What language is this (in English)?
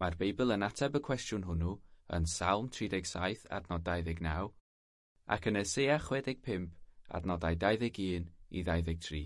Welsh